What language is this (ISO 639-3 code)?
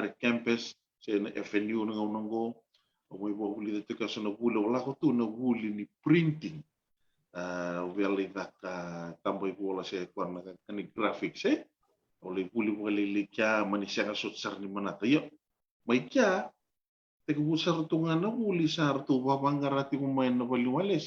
fij